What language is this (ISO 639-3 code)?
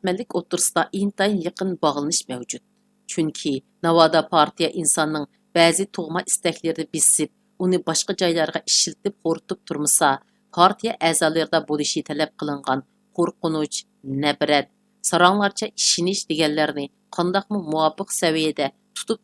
uig